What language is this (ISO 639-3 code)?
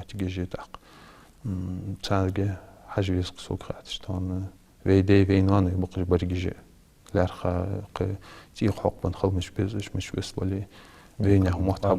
inh